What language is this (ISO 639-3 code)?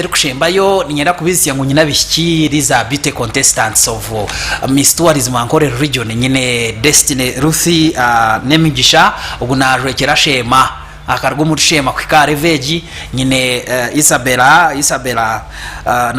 nyn